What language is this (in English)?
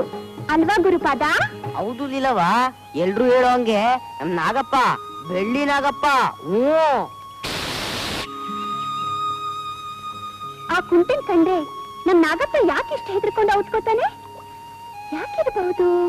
Kannada